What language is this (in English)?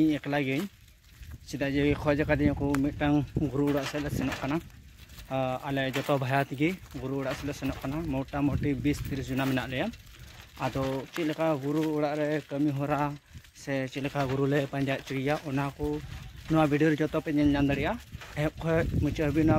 Santali